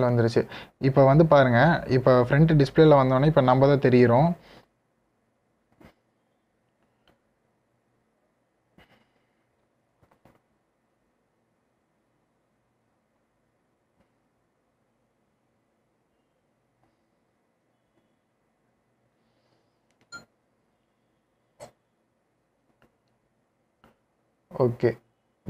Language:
Tamil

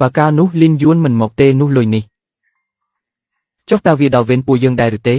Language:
Khmer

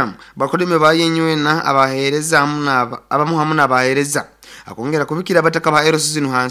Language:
Nyoro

